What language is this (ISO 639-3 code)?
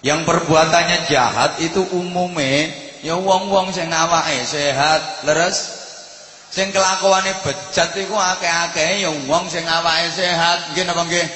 jav